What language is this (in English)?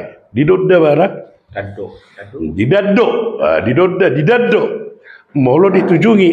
Batak Toba